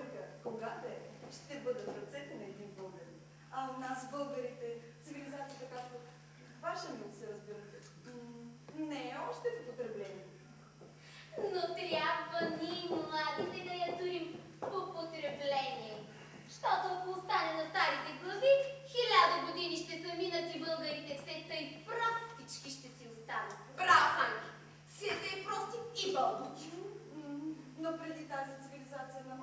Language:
Bulgarian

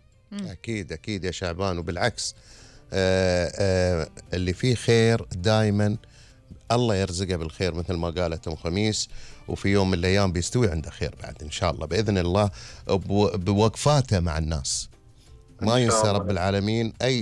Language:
Gulf Arabic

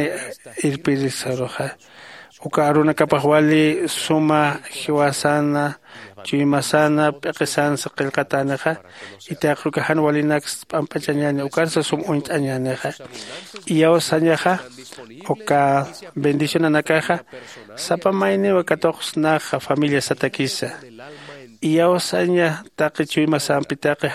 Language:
Aymara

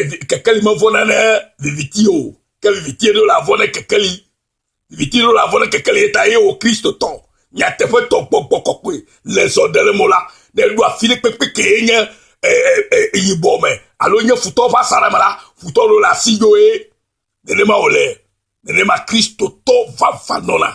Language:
Ewe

